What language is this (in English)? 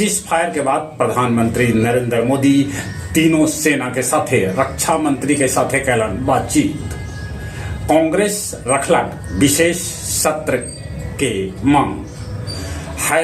Magahi